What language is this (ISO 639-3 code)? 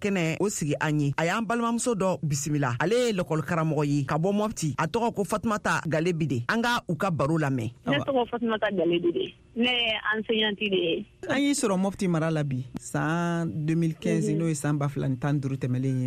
bam